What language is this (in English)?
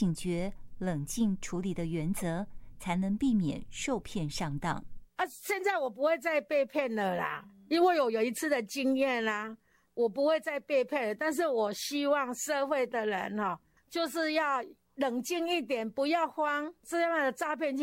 Chinese